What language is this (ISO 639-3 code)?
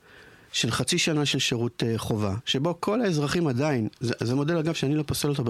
heb